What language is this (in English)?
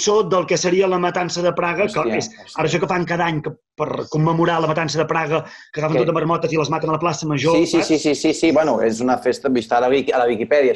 Catalan